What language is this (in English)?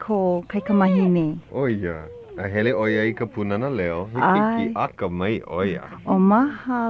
Hawaiian